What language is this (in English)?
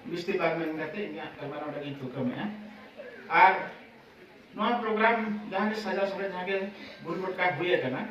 Santali